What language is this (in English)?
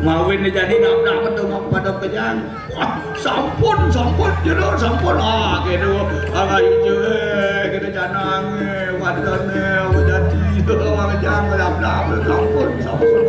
Balinese